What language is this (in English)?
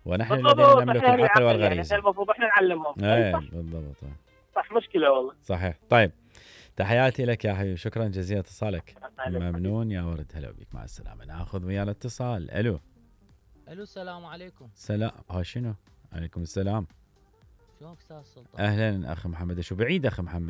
Mesopotamian Arabic